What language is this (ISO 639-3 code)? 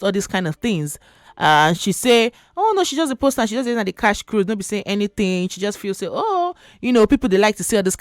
pcm